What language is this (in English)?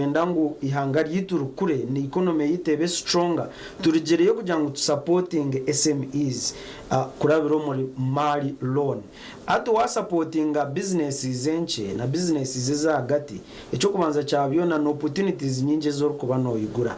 Nyankole